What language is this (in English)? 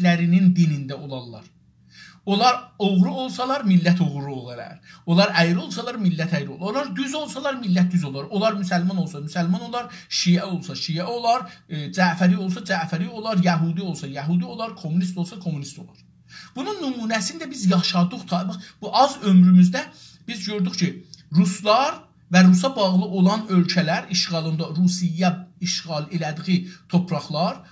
South Azerbaijani